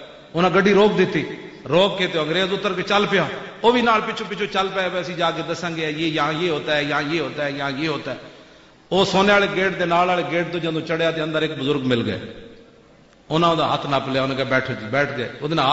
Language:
Western Panjabi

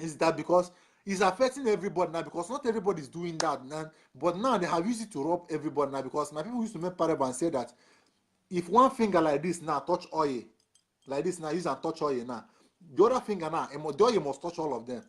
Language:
Nigerian Pidgin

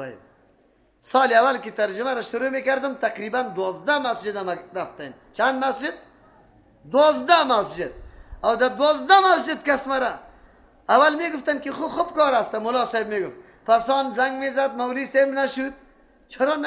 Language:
Persian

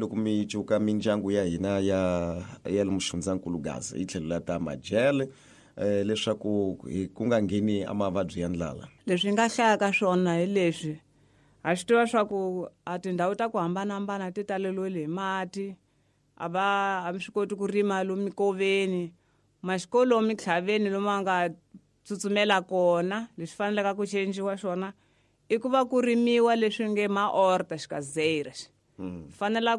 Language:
Tsonga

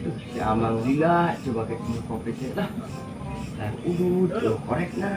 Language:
Sundanese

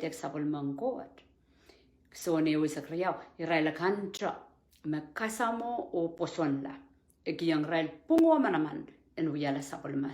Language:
Pohnpeian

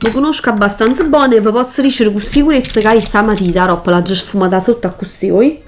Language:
Neapolitan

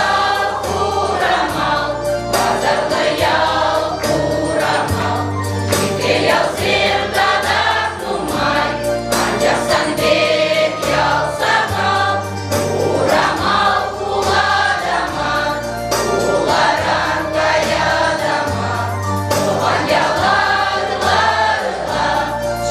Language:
Chuvash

